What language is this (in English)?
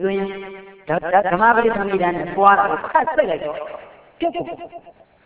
Burmese